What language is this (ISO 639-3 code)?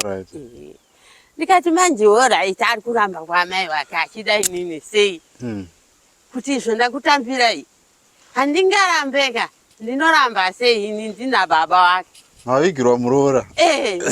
sna